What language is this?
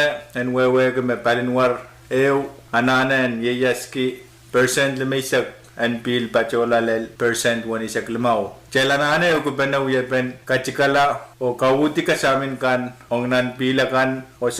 Pohnpeian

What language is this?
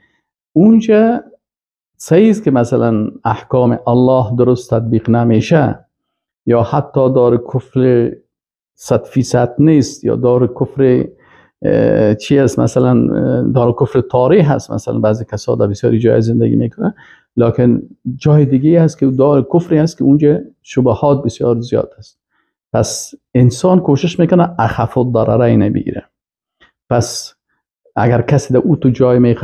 Persian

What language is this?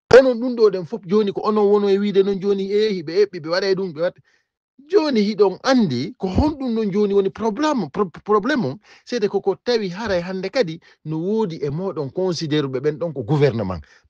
Fula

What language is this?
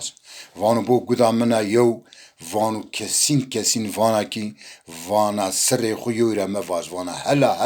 Zaza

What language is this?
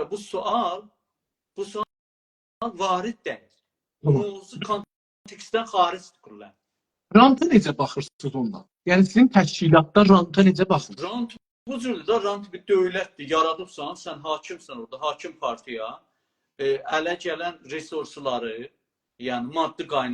South Azerbaijani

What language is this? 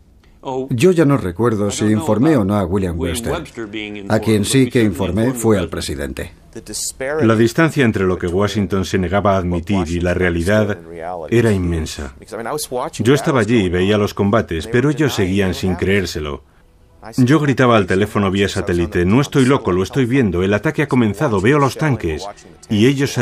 Spanish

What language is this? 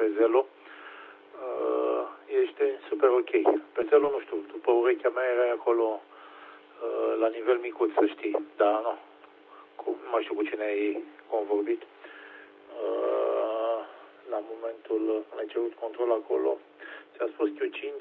Romanian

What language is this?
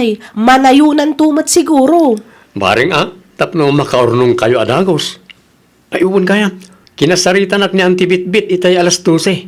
Iloko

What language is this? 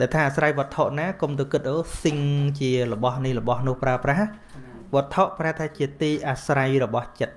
Khmer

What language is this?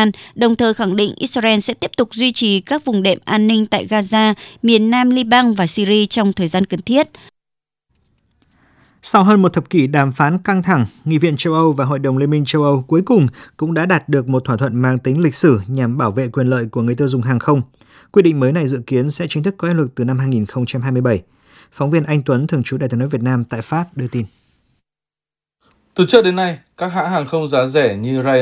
Vietnamese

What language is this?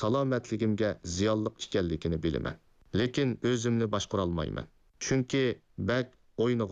Uyghur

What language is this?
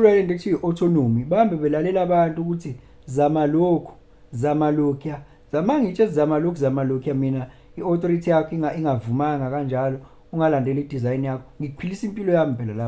Zulu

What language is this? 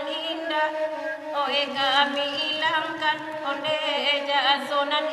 Minangkabau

